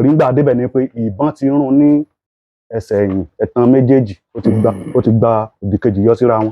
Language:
Yoruba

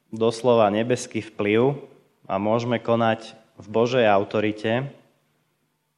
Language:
Slovak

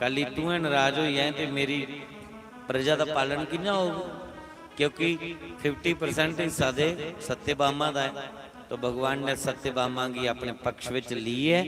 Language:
Dogri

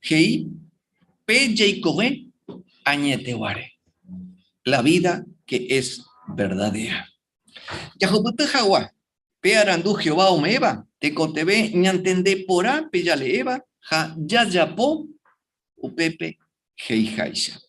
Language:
Guarani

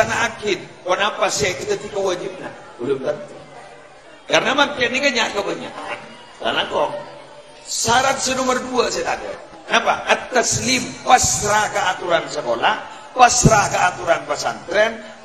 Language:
Madurese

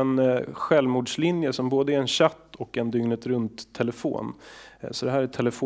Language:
Swedish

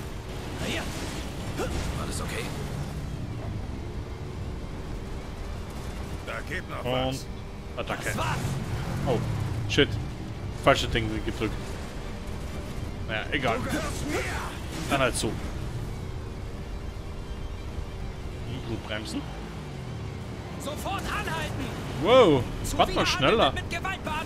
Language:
German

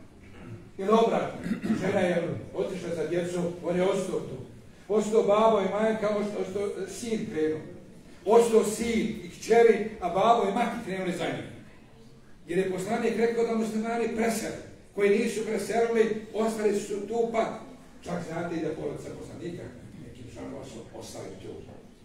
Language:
Bosnian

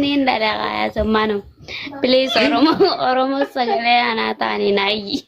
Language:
Oromo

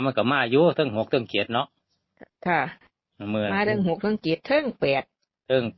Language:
Northeastern Thai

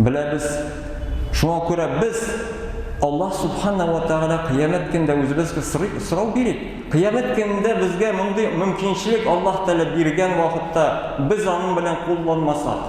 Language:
Tatar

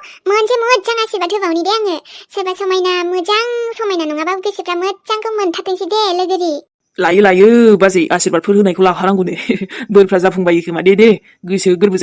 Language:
Bodo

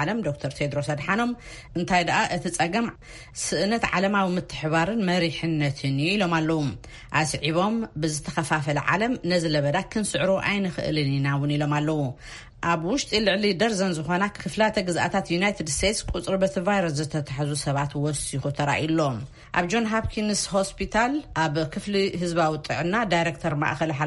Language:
Tigrinya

